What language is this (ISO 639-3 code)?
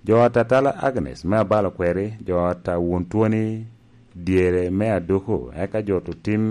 laj